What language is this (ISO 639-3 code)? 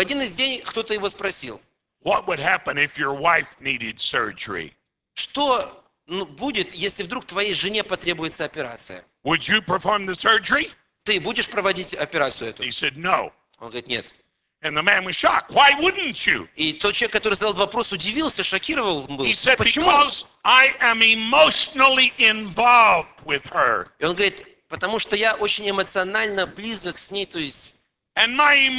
rus